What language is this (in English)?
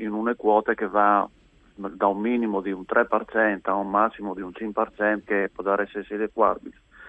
Friulian